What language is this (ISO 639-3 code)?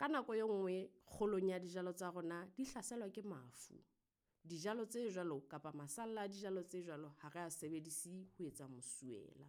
sot